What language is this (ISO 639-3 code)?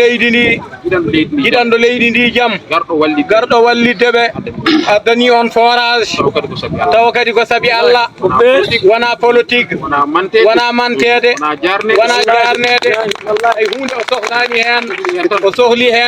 ful